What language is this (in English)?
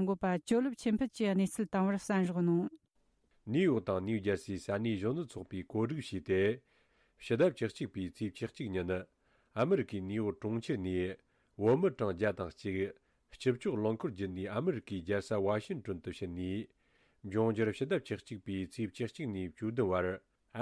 Tibetan